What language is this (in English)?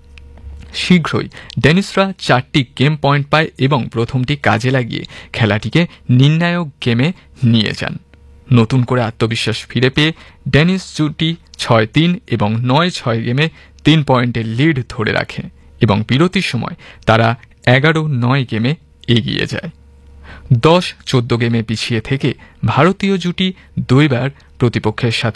Bangla